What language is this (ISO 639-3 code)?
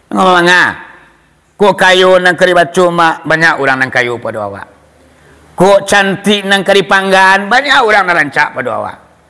min